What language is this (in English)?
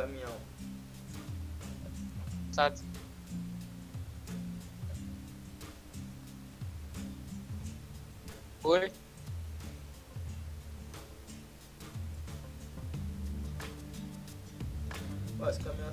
Portuguese